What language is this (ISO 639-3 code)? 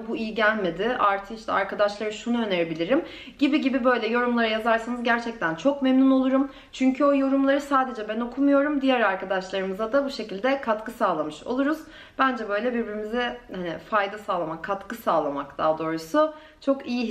tur